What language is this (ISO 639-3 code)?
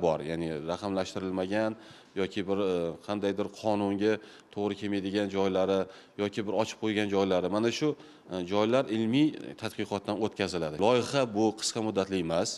uzb